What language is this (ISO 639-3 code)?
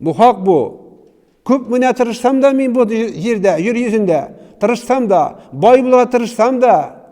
tat